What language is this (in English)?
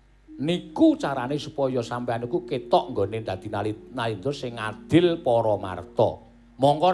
Javanese